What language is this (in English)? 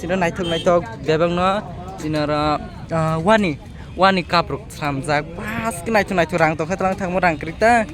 Kok Borok